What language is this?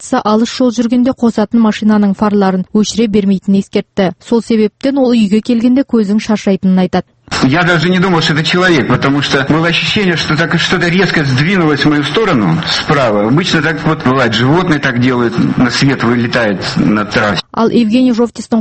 Kazakh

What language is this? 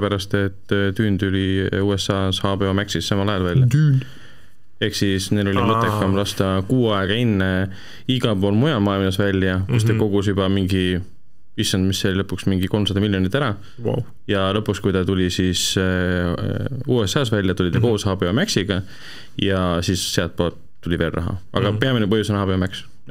Estonian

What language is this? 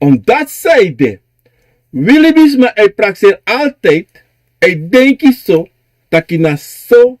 Sranan Tongo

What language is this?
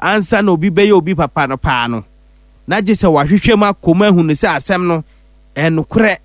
Akan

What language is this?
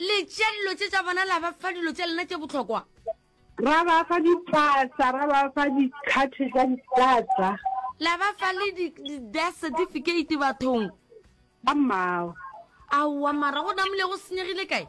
Northern Sotho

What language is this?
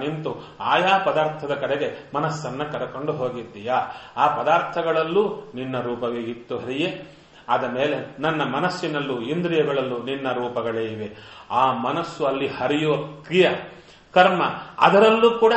Kannada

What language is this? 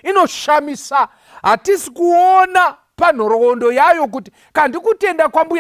Shona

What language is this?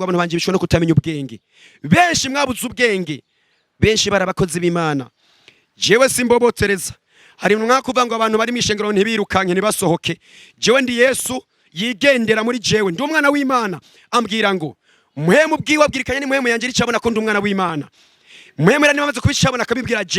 Rundi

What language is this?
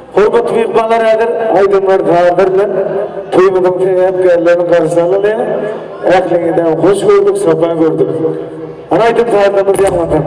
Turkmen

